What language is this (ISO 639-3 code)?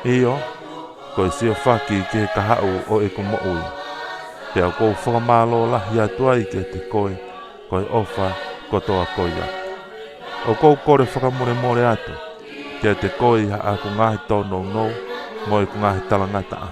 ton